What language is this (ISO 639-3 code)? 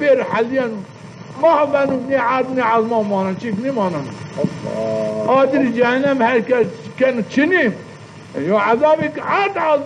zza